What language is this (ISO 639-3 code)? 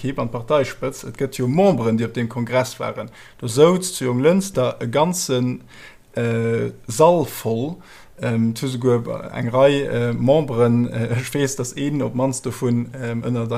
ltz